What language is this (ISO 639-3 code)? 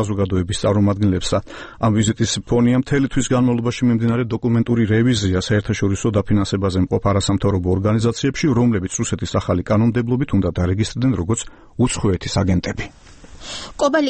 kat